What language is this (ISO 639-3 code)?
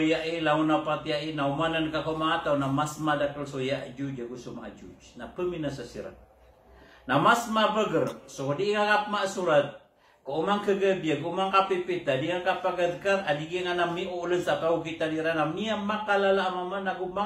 mrw